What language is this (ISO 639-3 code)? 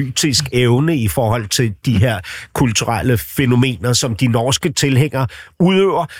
dan